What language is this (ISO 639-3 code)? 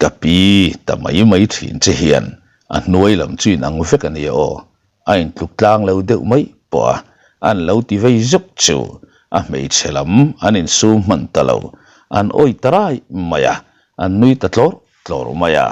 lus